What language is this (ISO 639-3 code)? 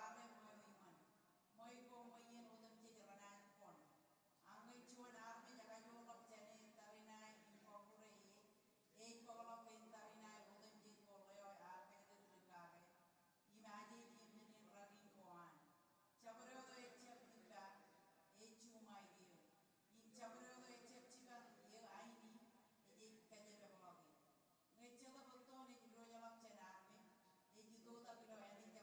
mah